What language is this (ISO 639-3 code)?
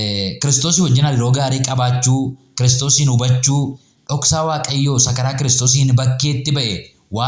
orm